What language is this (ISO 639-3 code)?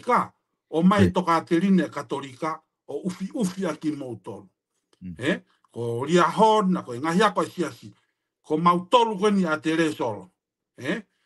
ton